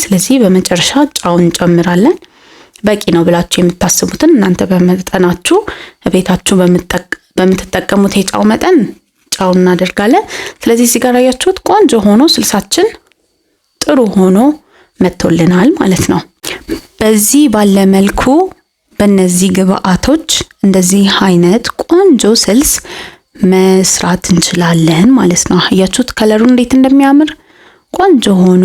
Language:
Amharic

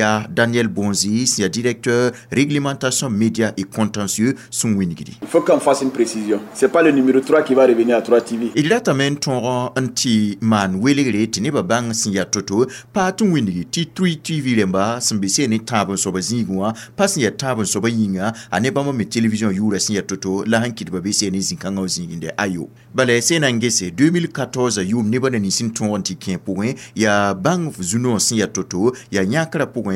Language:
Mossi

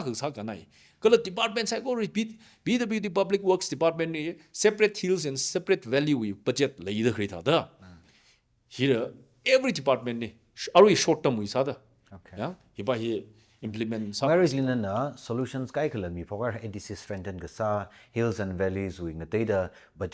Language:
Tangkhul Naga (India)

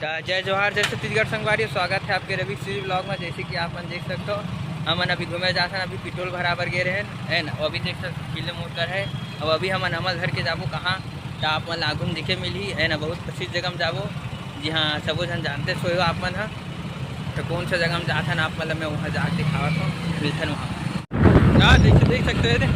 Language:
Chhattisgarhi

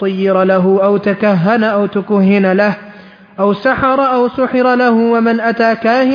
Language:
Arabic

